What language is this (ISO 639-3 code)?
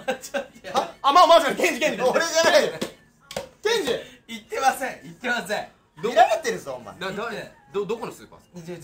jpn